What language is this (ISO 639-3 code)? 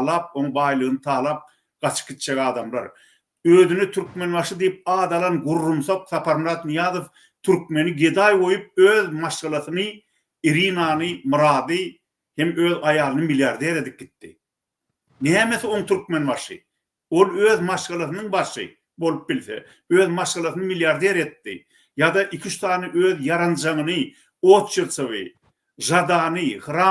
tuk